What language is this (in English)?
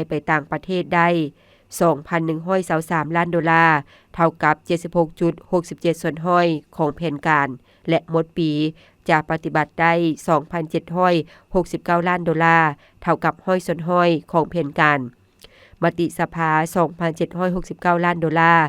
Lao